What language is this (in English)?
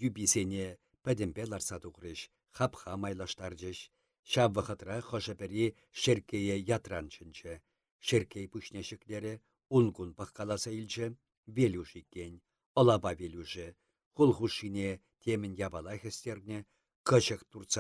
Chuvash